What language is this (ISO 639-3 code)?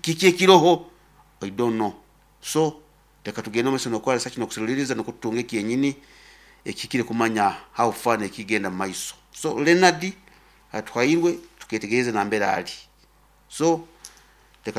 nyo